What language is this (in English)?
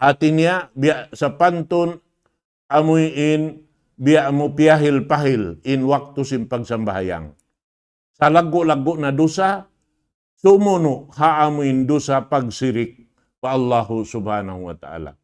Tausug